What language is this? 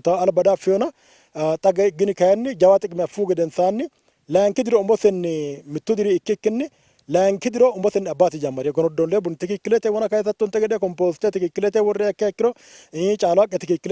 Sidamo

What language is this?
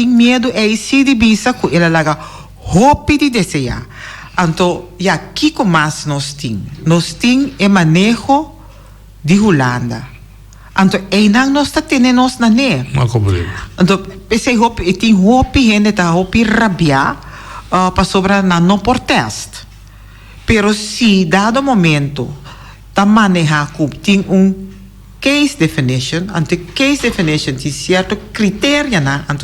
Papiamento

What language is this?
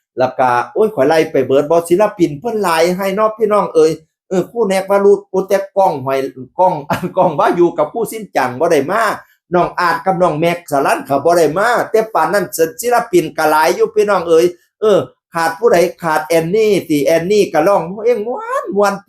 Northeastern Thai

